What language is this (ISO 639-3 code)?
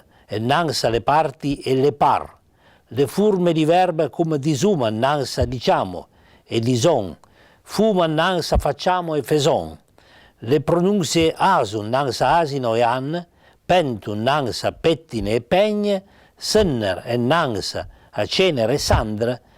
pms